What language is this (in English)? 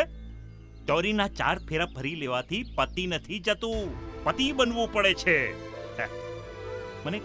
Gujarati